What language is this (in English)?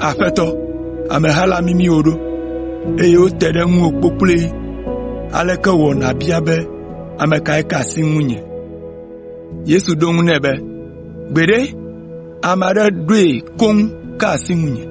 Ewe